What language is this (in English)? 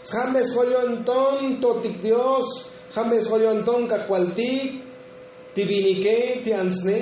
Tzotzil